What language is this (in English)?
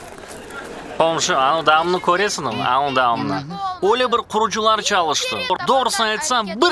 Crimean Tatar